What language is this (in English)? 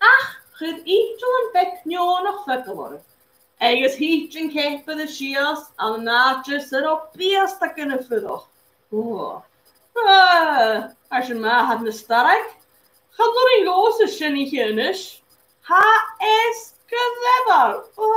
Scottish Gaelic